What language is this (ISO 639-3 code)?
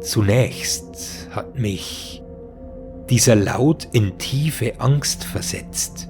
bar